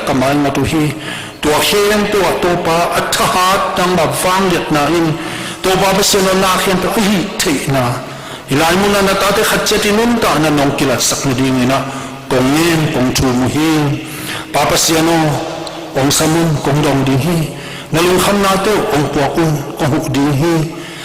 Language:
Tedim Chin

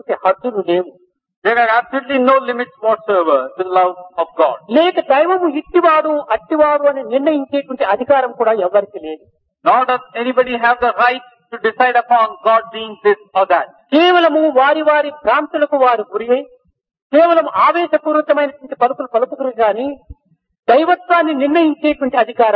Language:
Telugu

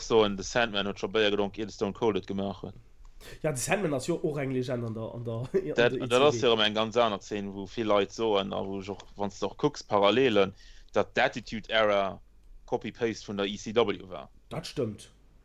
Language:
Luxembourgish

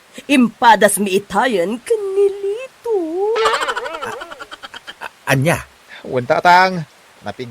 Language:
Iloko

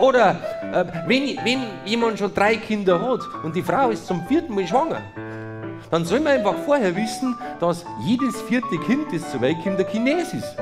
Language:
Bavarian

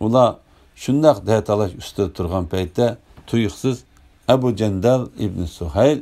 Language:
Uyghur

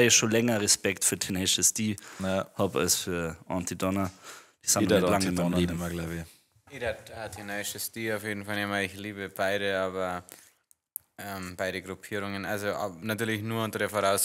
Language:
Bavarian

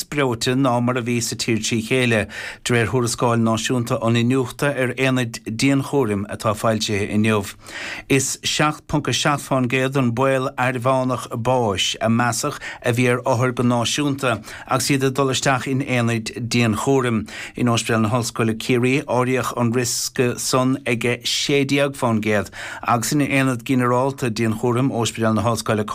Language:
Irish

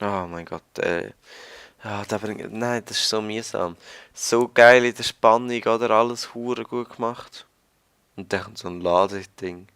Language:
Swiss German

